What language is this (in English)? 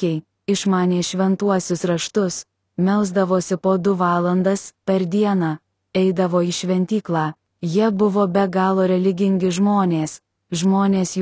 Lithuanian